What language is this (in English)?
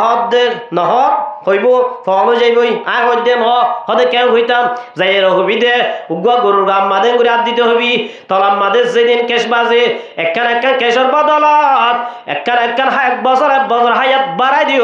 Rohingya